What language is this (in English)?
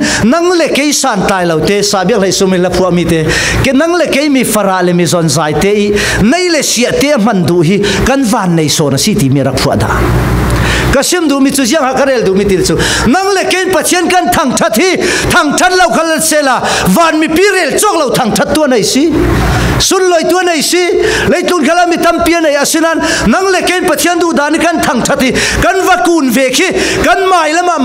Falam Chin